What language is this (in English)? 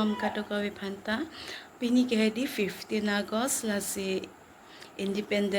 Karbi